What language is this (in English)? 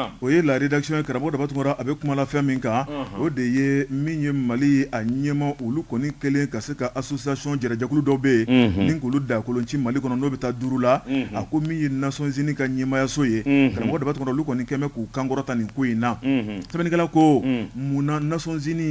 Bambara